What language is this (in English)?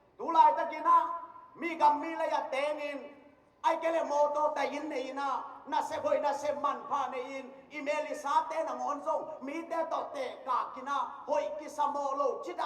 Tedim Chin